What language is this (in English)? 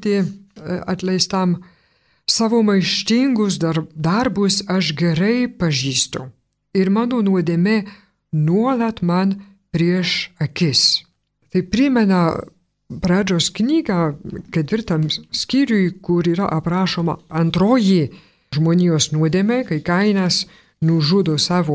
Lithuanian